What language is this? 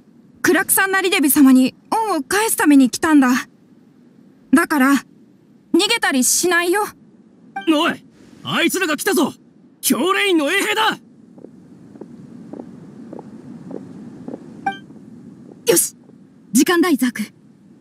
Japanese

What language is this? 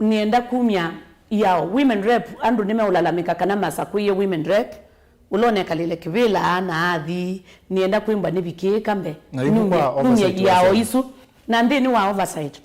Kamba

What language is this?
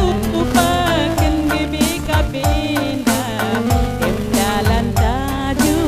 Batak Karo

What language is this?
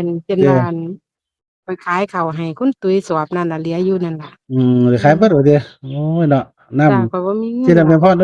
Northeastern Thai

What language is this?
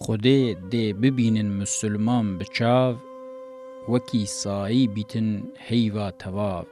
Kurdish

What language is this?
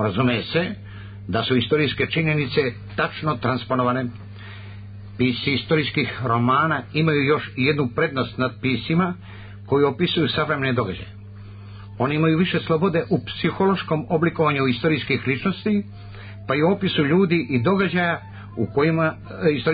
Serbian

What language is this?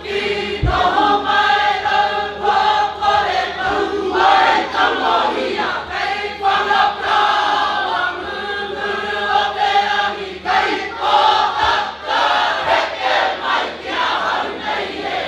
Māori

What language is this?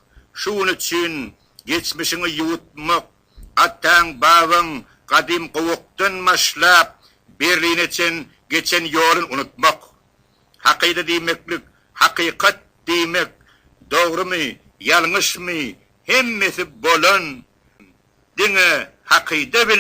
Turkmen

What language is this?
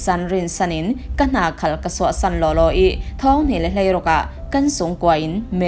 Falam Chin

